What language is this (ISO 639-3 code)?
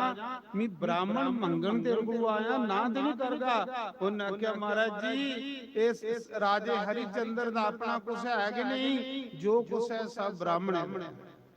doi